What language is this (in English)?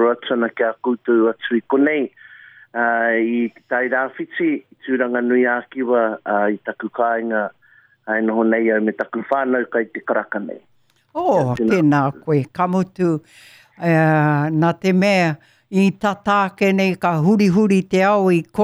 Māori